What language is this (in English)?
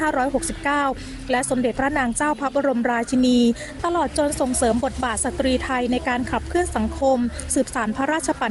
Thai